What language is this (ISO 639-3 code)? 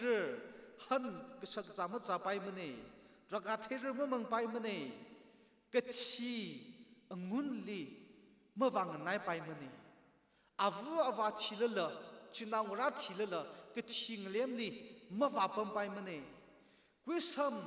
nmf